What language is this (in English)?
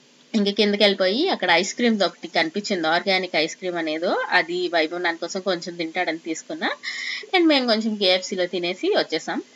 Telugu